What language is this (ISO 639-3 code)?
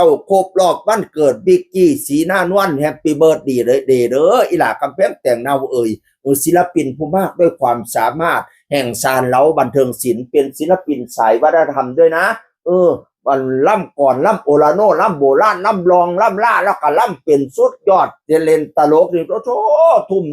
tts